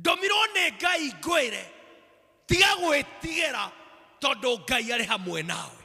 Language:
Kikuyu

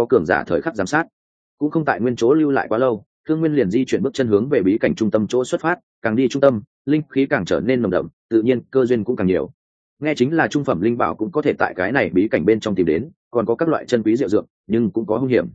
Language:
Vietnamese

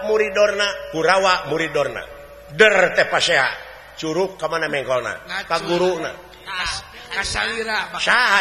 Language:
Sundanese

